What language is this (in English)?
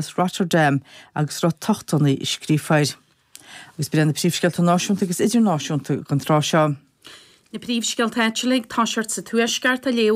Irish